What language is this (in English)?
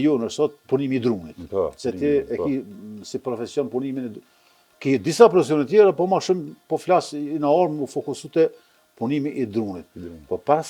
Albanian